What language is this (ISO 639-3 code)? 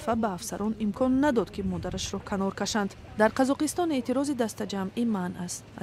tgk